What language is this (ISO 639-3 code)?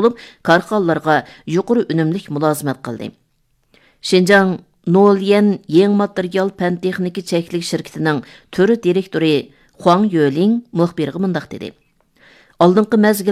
uig